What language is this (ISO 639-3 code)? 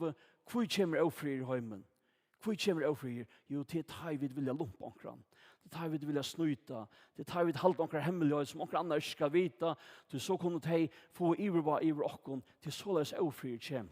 fao